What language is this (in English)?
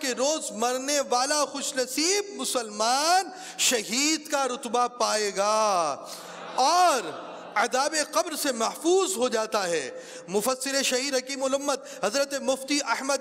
Urdu